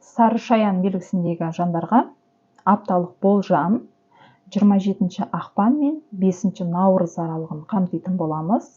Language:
Kazakh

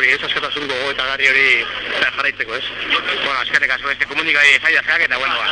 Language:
Basque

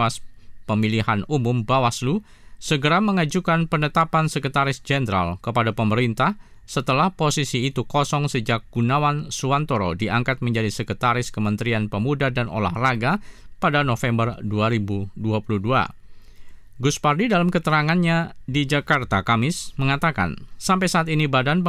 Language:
Indonesian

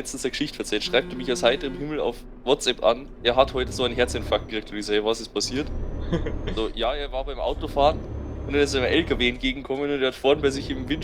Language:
Bavarian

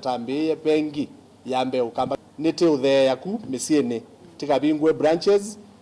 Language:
Kamba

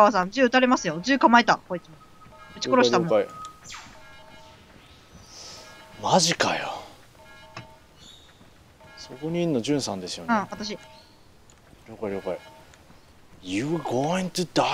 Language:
Japanese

